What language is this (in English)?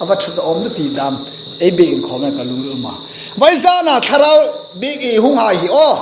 Hmar